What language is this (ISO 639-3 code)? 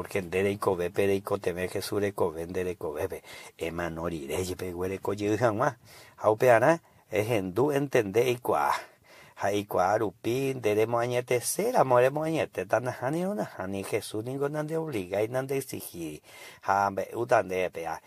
grn